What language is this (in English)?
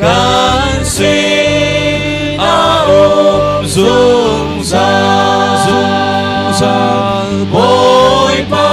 Hakha Chin